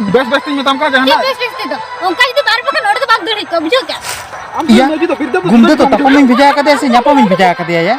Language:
Santali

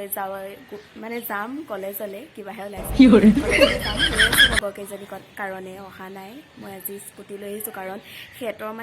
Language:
Assamese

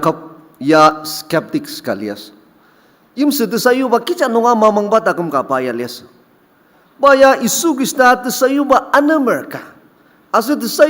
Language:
Ao Naga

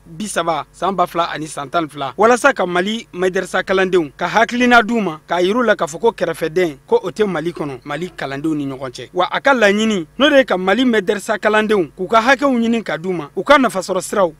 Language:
Bambara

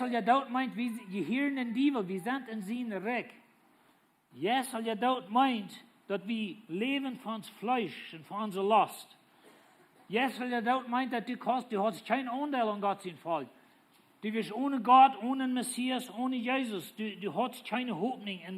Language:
Plautdietsch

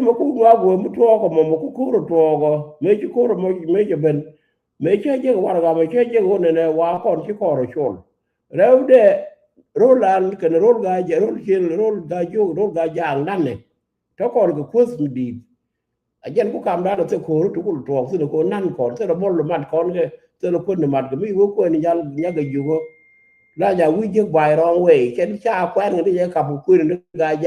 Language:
Nuer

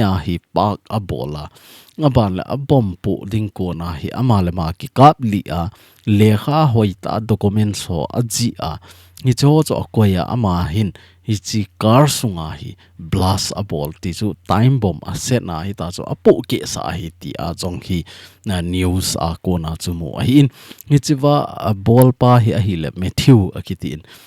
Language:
Thado Chin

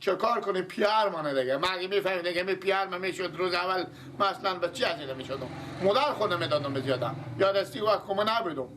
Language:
Persian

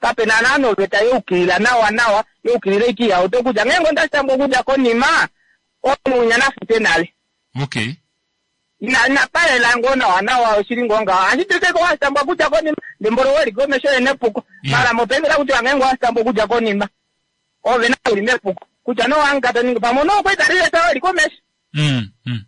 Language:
Kuanyama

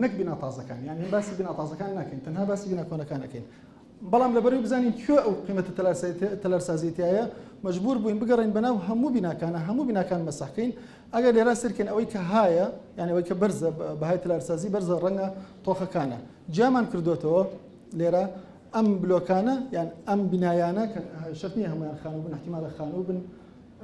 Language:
Central Kurdish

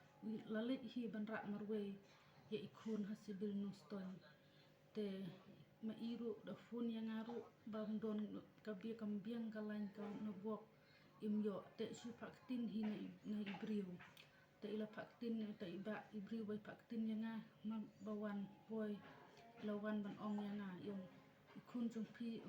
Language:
Khasi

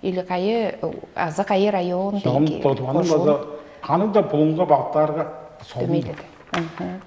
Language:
Tuvinian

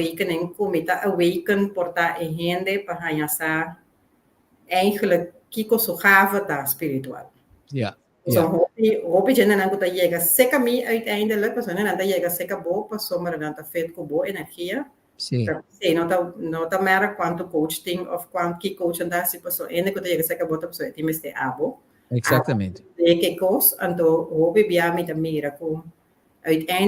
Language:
Papiamento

